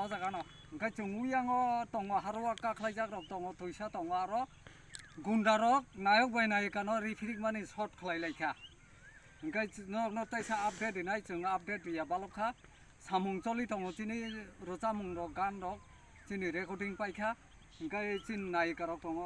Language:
Kok Borok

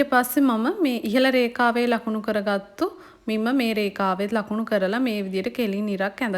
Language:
Sinhala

